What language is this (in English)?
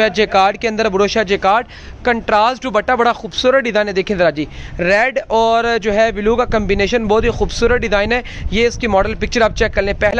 Hindi